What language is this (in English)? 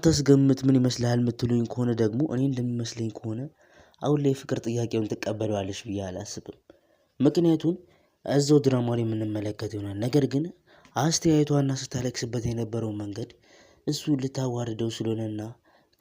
Amharic